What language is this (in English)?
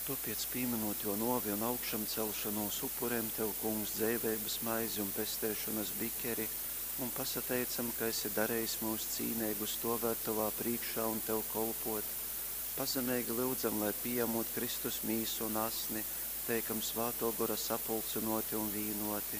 Latgalian